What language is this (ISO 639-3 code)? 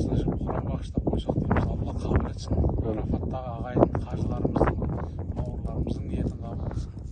kaz